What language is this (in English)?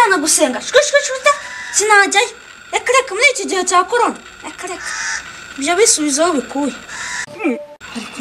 Kinyarwanda